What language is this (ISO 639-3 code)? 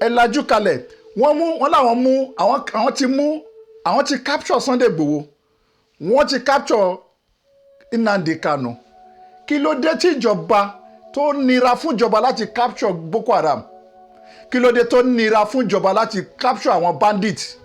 yor